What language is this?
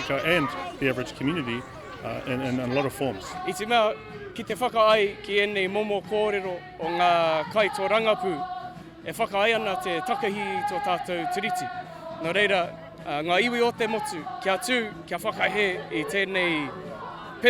Māori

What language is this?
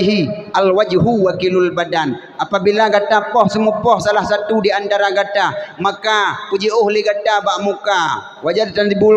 Achinese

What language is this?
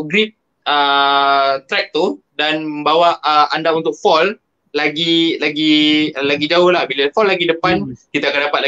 Malay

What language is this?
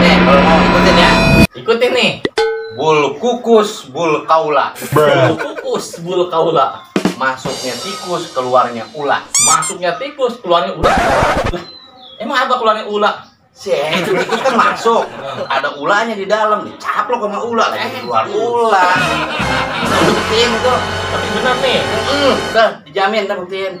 Betawi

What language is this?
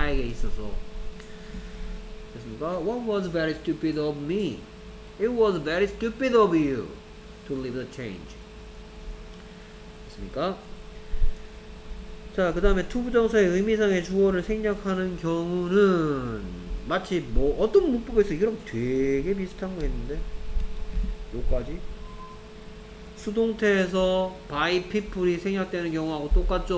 Korean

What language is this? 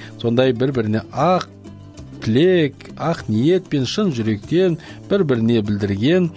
Kazakh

